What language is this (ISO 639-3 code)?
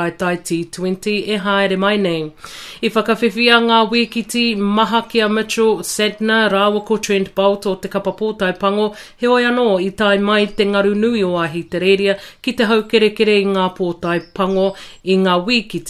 mri